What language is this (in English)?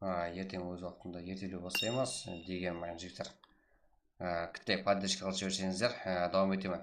Kara-Kalpak